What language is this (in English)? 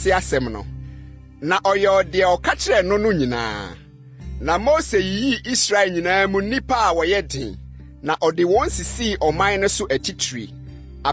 Akan